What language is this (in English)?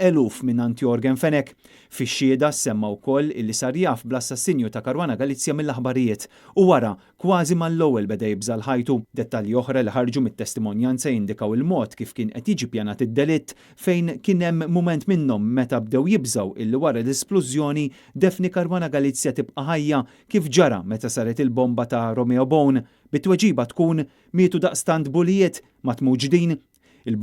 Maltese